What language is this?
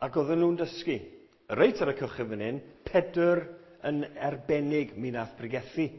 Welsh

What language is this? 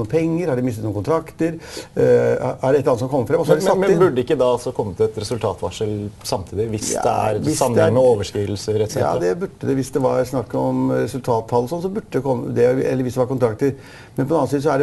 Norwegian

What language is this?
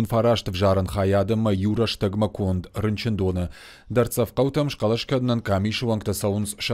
Ossetic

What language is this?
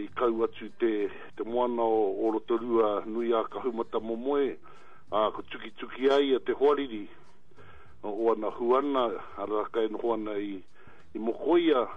Māori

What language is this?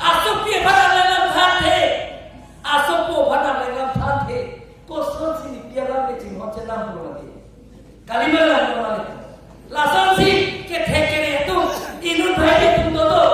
Karbi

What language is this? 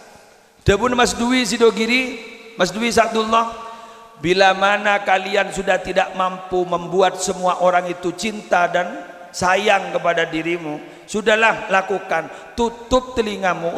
Madurese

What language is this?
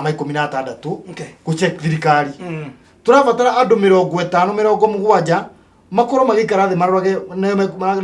Kikuyu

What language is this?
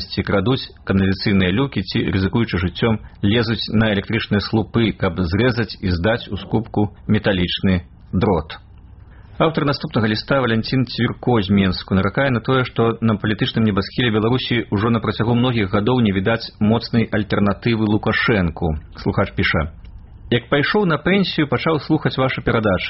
Belarusian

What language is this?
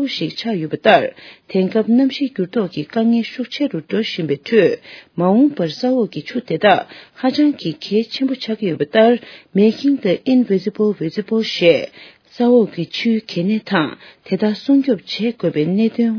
Tibetan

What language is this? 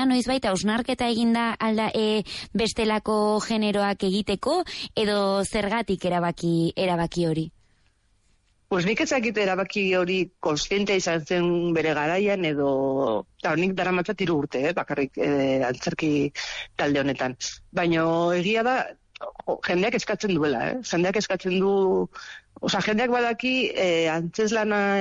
Basque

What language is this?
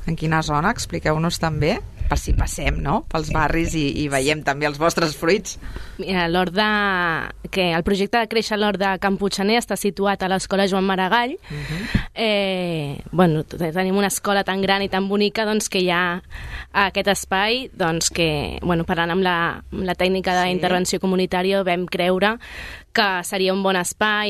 Catalan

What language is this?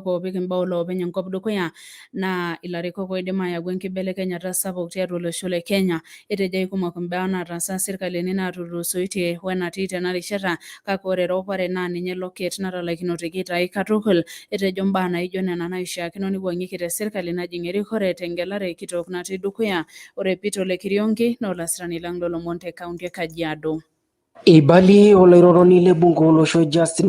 Masai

